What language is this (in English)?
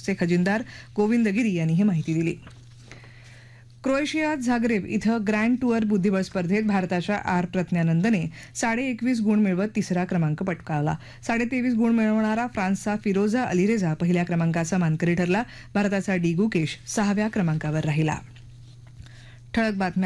Marathi